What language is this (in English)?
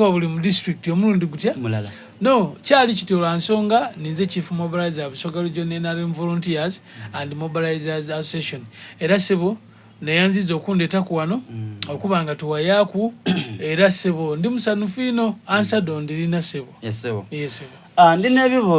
Soga